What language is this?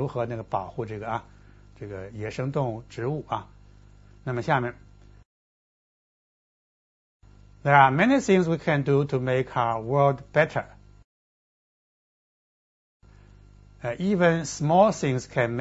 Chinese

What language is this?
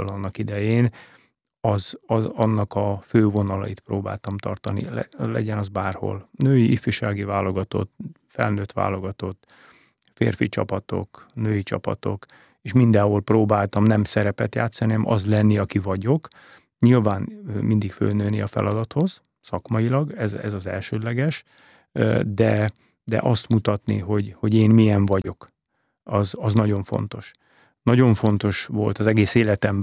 Hungarian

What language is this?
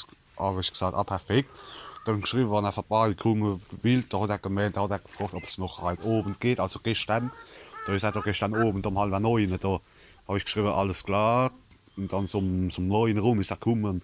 Palatine German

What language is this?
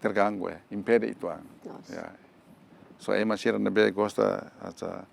Tetum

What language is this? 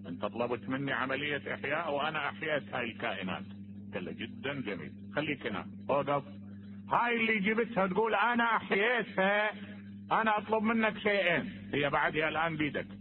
Mesopotamian Arabic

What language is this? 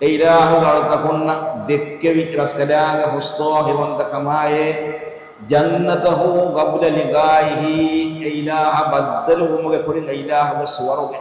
Divehi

